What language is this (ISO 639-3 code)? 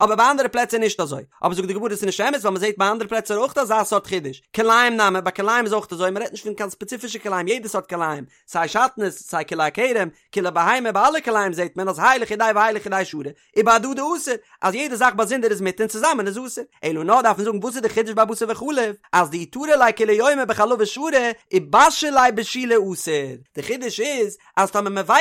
yid